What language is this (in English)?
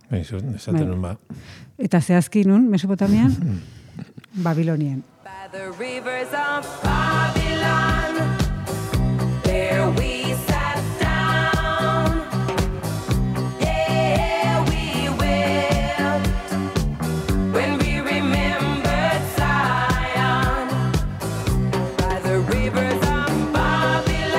Basque